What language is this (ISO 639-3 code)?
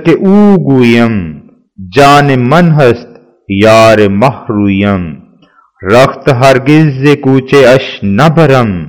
urd